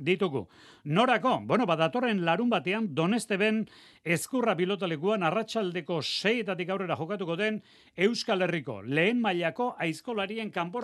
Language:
Basque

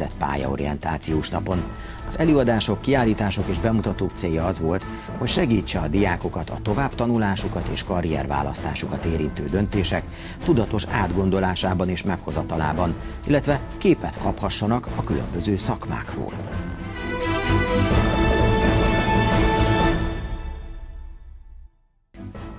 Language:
Hungarian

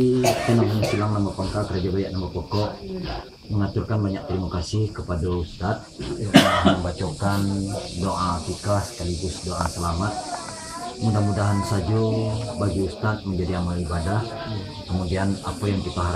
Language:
Minangkabau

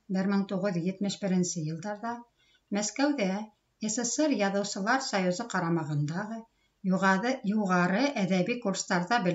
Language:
Bashkir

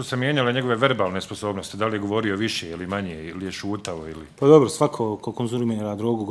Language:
Bosnian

